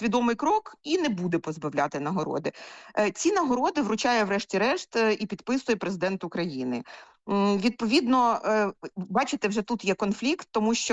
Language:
Ukrainian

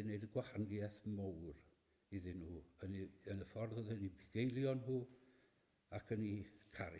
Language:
Welsh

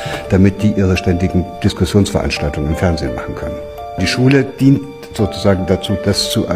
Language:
Swiss German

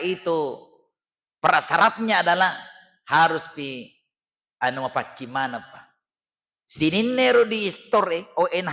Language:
Buginese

